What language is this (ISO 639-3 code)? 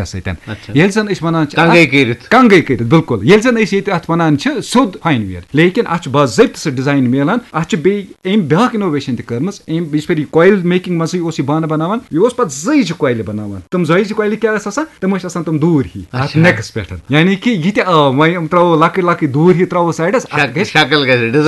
kas